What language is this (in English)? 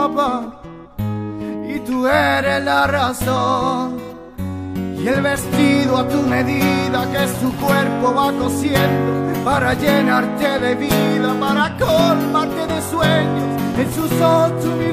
Spanish